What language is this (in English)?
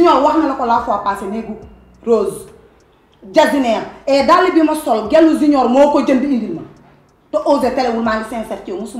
Wolof